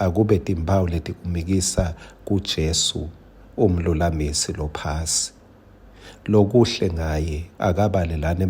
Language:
Swati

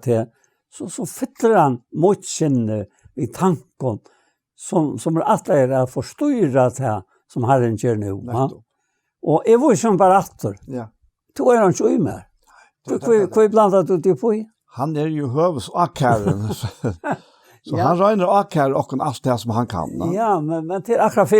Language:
Faroese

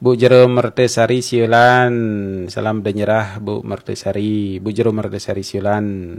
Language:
Balinese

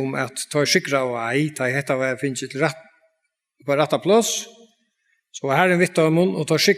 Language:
Faroese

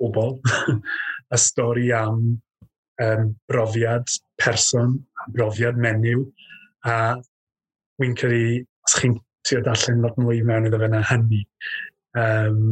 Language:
Welsh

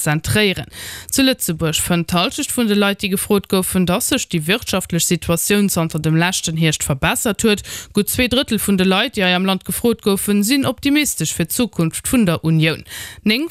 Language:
Luxembourgish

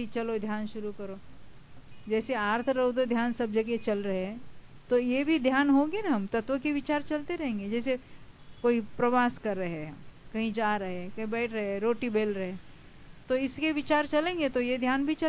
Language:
Hindi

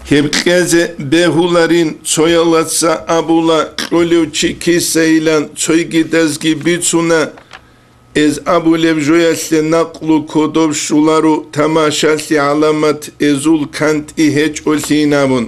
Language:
Avaric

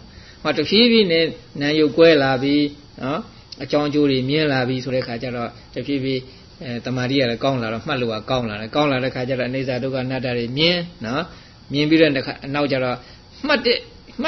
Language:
Burmese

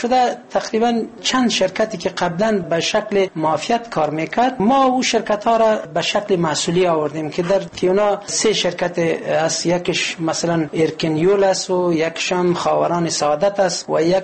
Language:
Persian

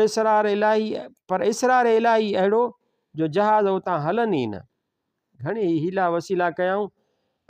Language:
Sindhi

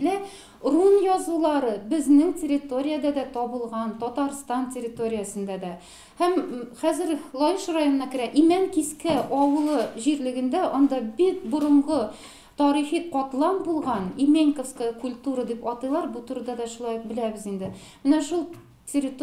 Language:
Tatar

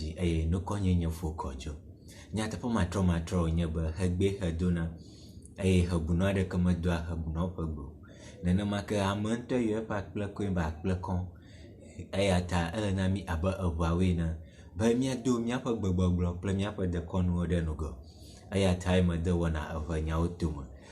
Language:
Ewe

